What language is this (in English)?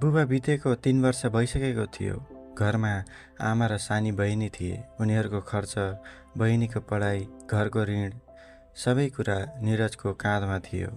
Nepali